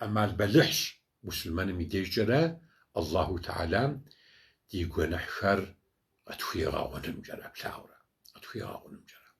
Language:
Kabardian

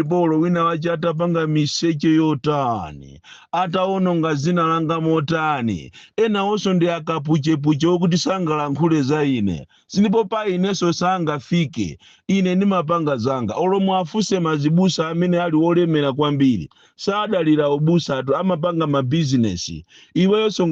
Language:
Nyanja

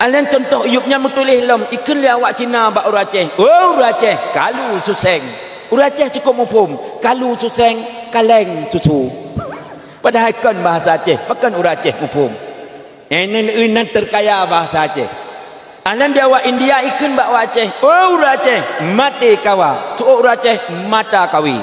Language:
Achinese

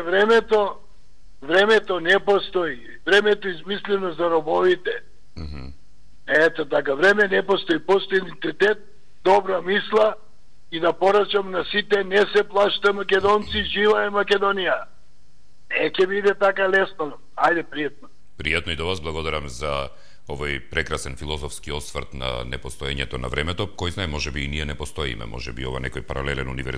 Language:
Macedonian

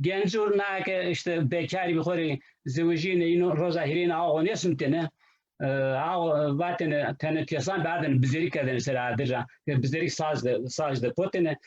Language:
Zaza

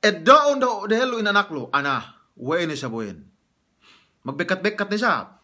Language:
Yakan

